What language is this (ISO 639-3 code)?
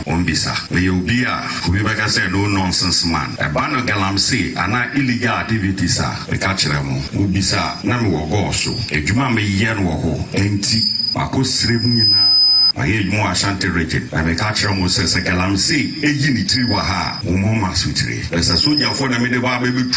aka